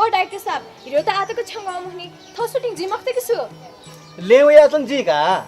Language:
Newari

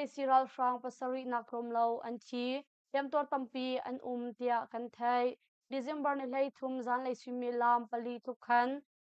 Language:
Hakha Chin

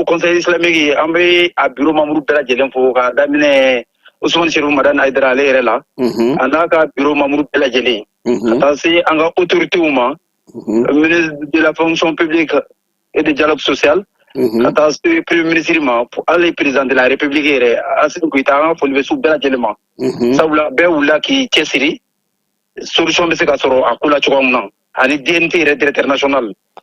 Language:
Bambara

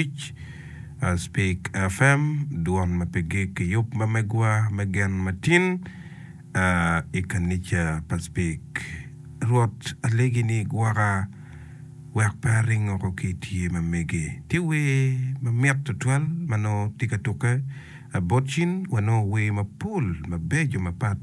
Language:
Acoli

